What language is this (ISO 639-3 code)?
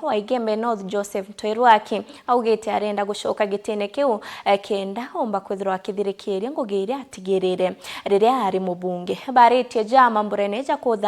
mer